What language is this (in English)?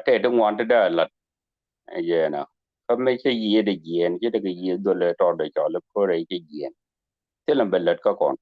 Nuer